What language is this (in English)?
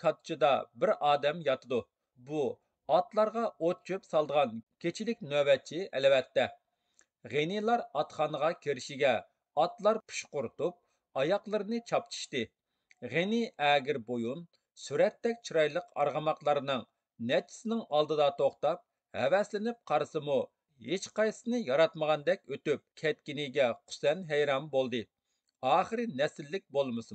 Uyghur